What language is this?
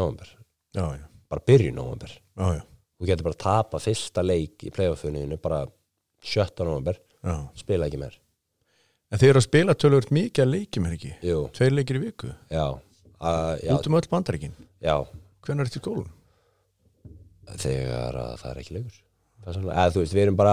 Icelandic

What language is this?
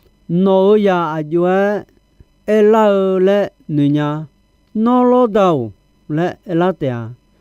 Akha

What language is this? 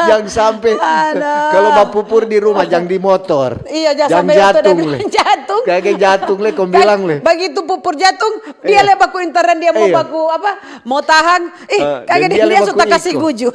Manado Malay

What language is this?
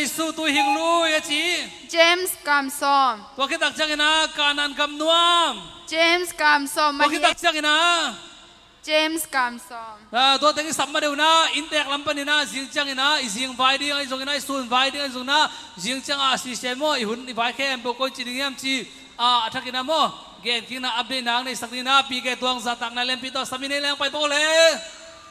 Tedim Chin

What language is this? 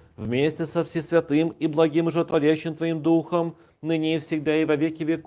Belarusian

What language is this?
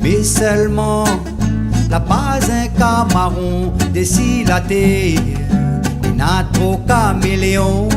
Réunion Creole French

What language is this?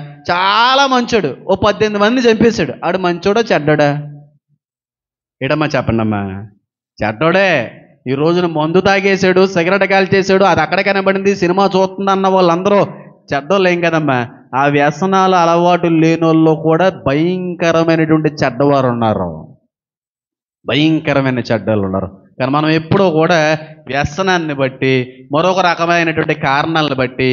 Telugu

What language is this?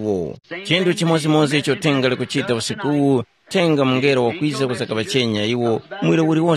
Tumbuka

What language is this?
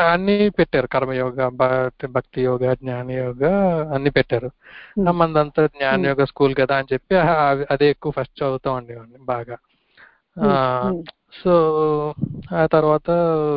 Telugu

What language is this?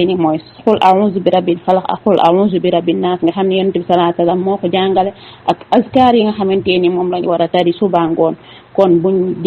Wolof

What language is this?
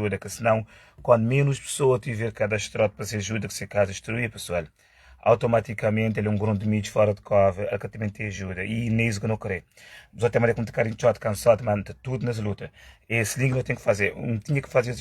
Kabuverdianu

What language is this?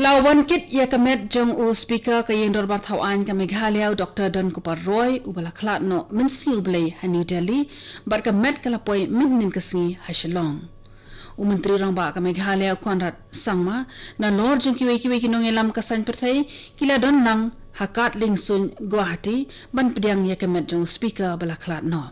Khasi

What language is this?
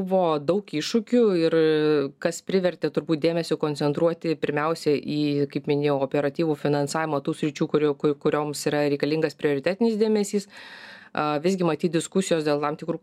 Lithuanian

